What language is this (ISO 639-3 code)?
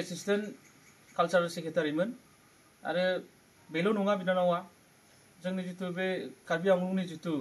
brx